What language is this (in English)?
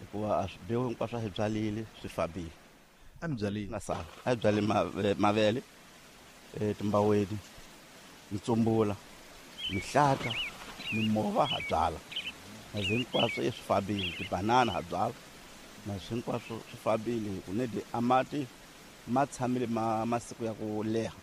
Tsonga